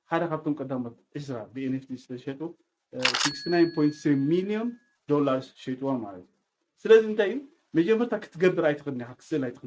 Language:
Tigrinya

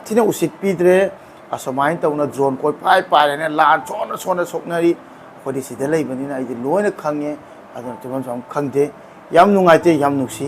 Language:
Manipuri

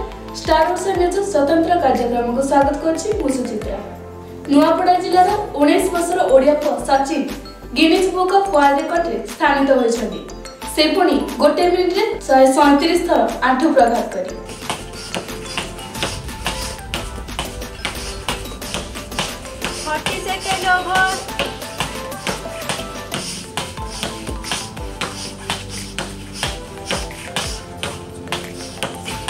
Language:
Odia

